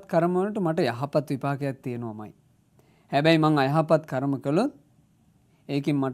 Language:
Sinhala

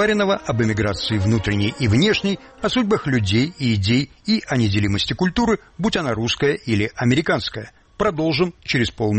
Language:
Russian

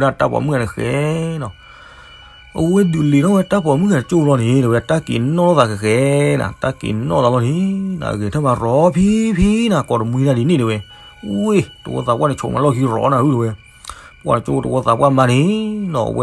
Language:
S'gaw Karen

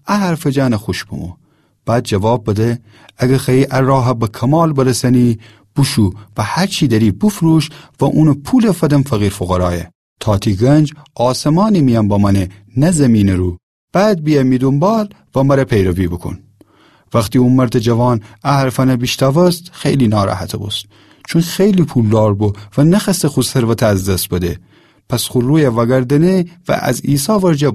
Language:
Gilaki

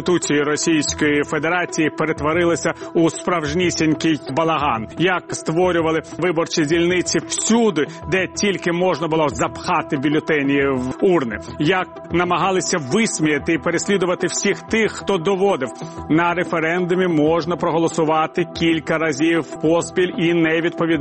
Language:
Ukrainian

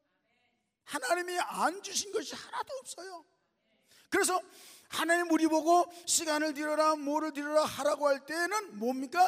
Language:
Korean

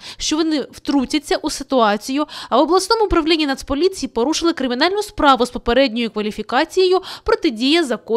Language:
Ukrainian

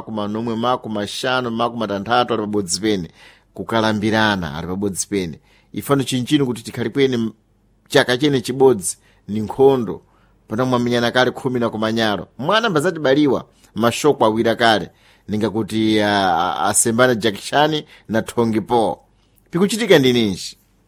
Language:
Sena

